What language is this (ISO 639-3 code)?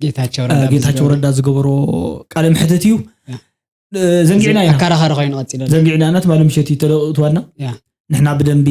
tir